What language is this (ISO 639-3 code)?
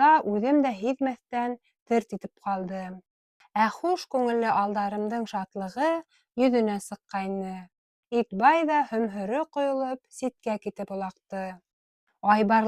bak